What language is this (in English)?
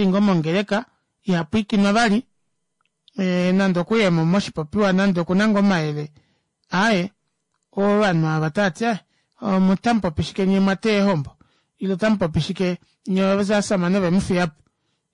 Kuanyama